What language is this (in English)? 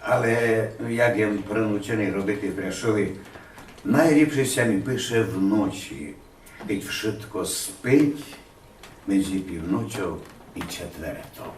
Rusyn